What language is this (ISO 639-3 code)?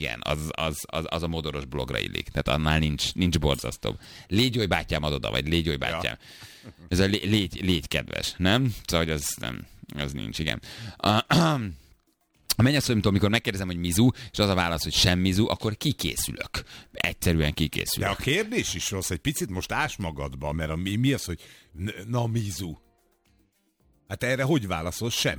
hun